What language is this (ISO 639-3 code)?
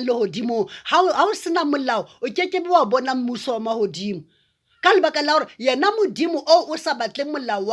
sot